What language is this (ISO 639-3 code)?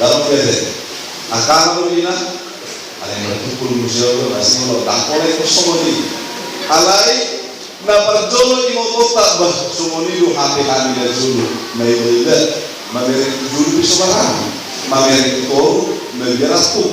bbc